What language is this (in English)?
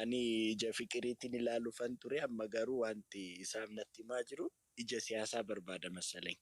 Oromo